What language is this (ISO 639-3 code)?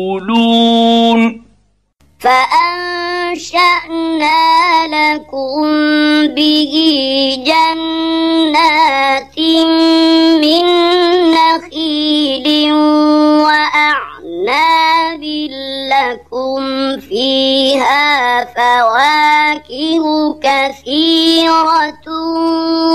ara